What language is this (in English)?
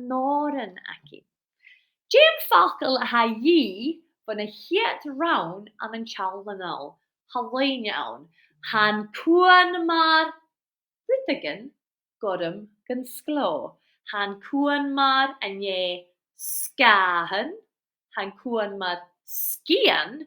Scottish Gaelic